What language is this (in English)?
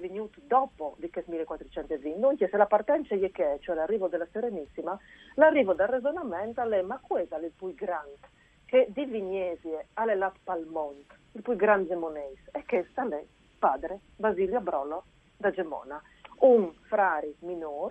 Friulian